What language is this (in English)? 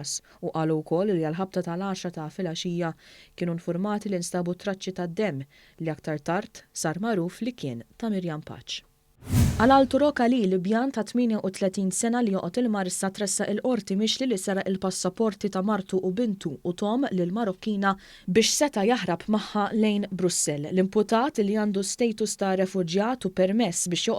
Maltese